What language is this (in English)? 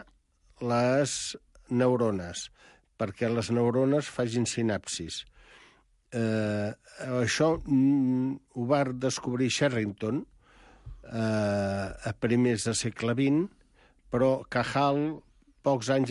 Catalan